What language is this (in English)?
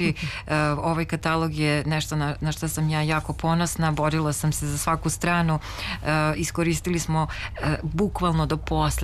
Serbian